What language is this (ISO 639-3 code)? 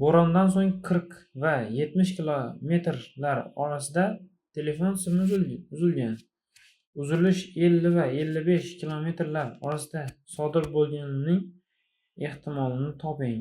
uzb